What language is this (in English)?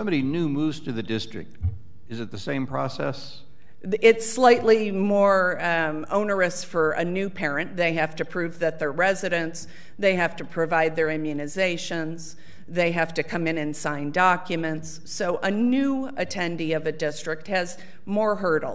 English